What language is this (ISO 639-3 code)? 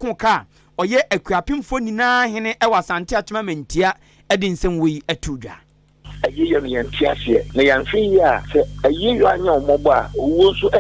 aka